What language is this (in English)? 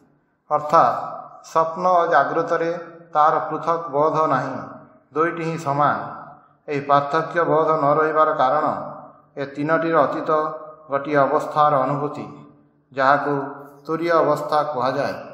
Odia